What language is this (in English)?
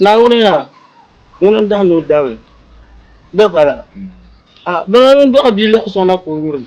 Dagbani